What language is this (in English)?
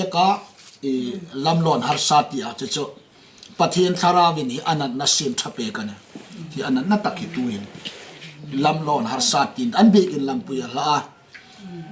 Hmar